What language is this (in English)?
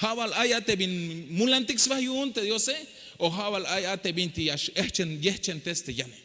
Tzeltal